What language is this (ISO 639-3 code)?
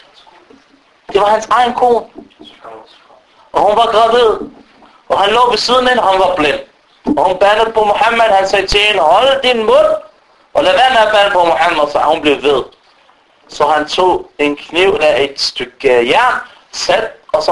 dan